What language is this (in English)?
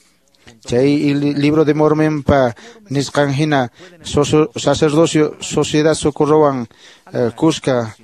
Quechua